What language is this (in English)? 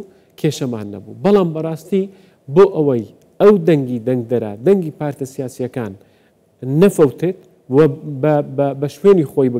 Central Kurdish